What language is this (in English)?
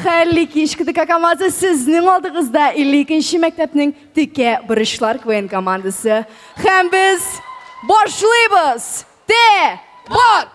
Tatar